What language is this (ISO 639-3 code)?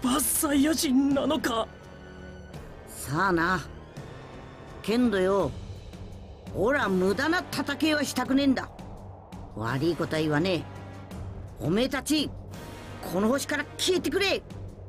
jpn